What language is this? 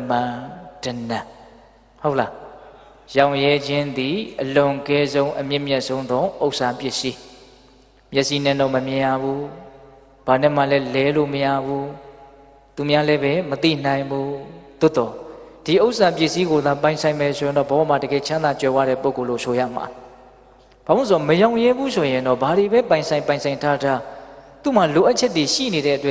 Burmese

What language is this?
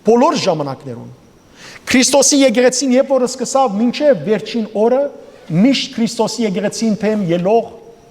Western Armenian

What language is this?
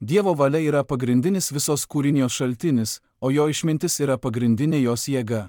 Lithuanian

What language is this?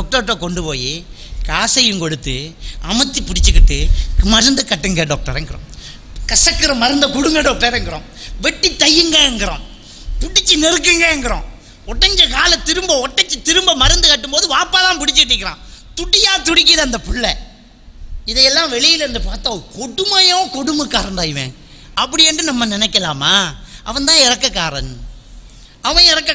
Tamil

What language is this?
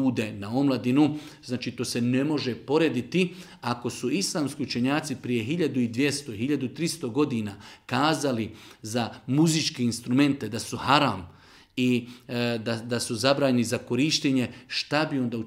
Bosnian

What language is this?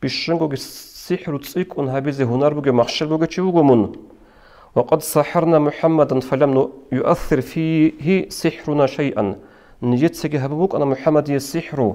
Avaric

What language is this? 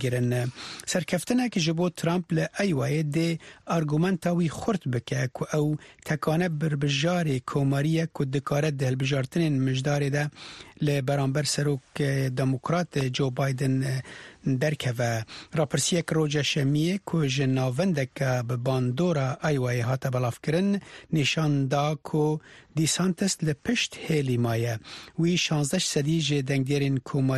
Kurdish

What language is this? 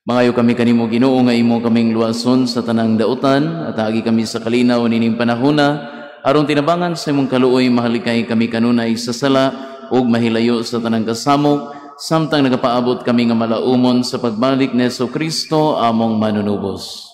Cebuano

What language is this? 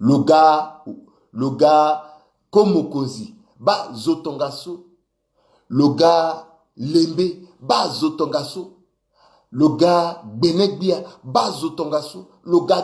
Sango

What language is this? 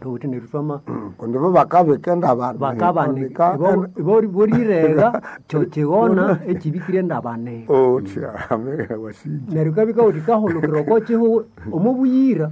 Nande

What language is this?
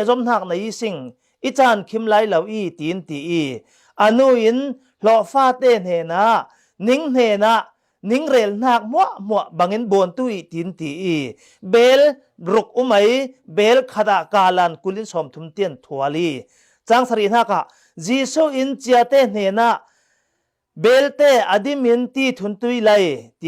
Falam Chin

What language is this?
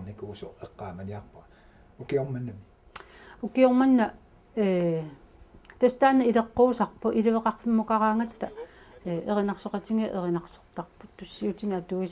Kalaallisut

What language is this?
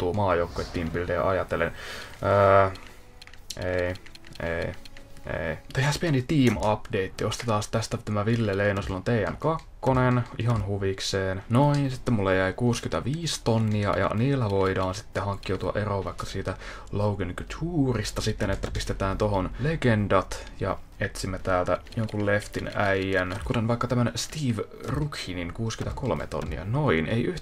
Finnish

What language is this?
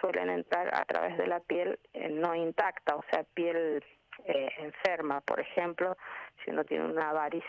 Spanish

